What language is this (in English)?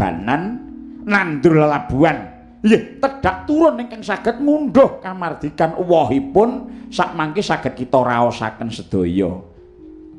Javanese